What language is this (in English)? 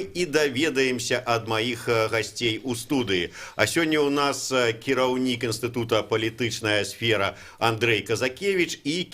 Belarusian